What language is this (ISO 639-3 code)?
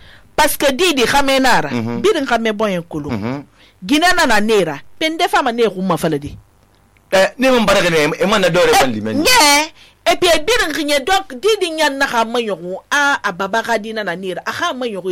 sus